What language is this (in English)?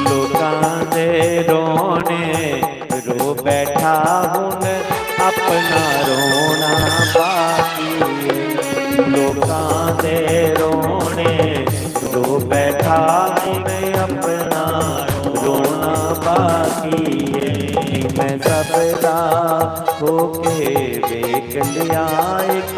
Dogri